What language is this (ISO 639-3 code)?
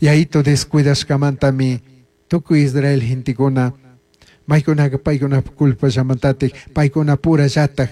qug